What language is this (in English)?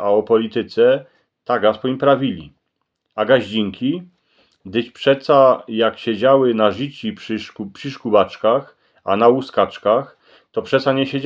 Silesian